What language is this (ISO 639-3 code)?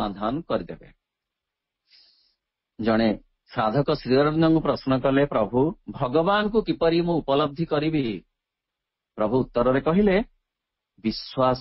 ori